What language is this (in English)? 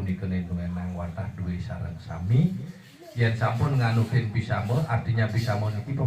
Balinese